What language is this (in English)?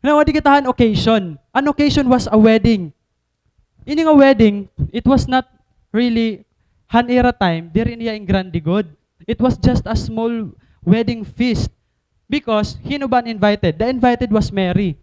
Waray